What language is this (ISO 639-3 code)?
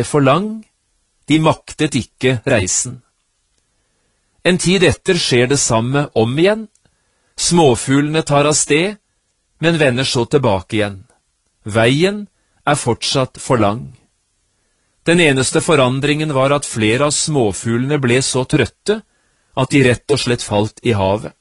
nor